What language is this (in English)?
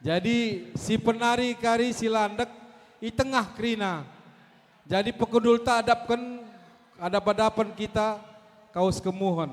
Batak Karo